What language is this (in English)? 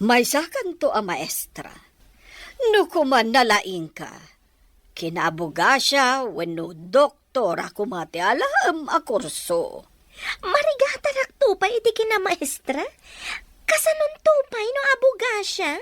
Iloko